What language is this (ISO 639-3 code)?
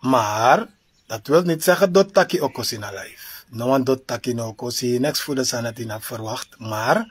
srn